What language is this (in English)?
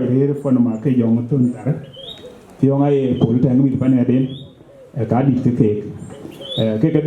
Dinka